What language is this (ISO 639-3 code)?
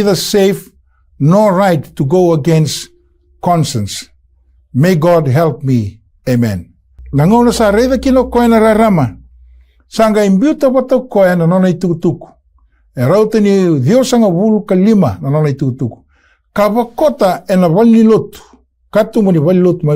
fij